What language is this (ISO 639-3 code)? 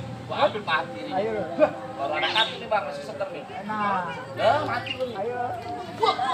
bew